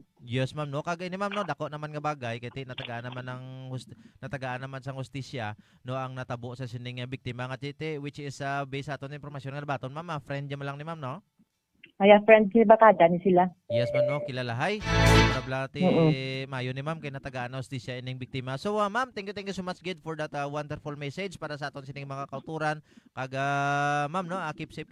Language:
Hiligaynon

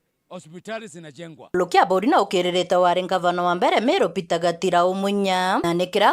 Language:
Meru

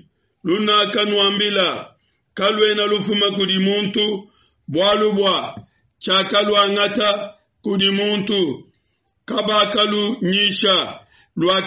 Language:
Luba-Lulua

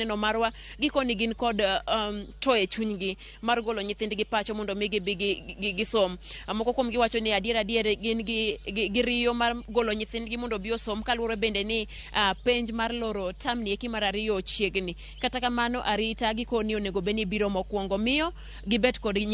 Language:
Luo (Kenya and Tanzania)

